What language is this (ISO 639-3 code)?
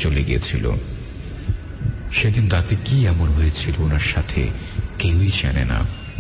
ben